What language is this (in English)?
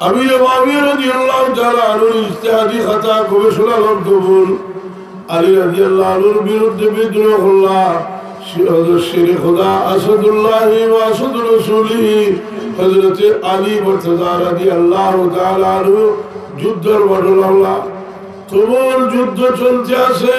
Sylheti